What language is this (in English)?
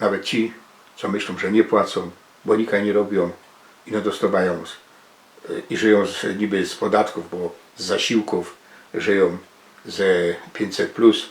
Silesian